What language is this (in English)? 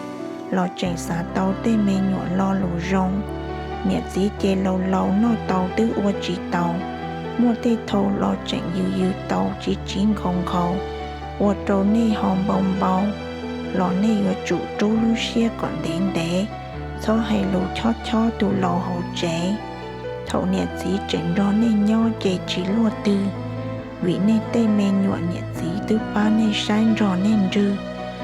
Hmong